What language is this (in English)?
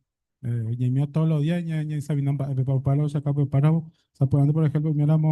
Guarani